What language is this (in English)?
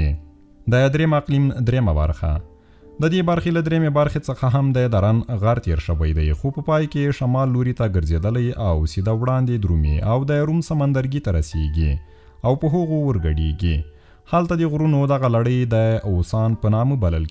Pashto